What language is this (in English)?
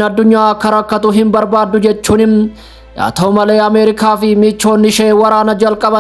Oromo